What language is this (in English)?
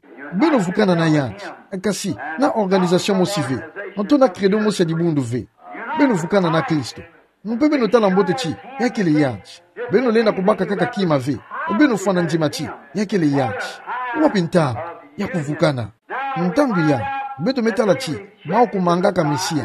Kituba (Democratic Republic of Congo)